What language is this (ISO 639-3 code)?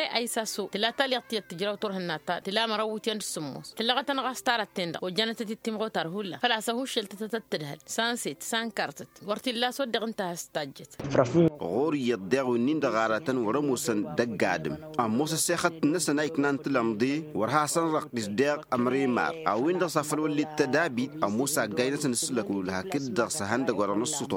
taq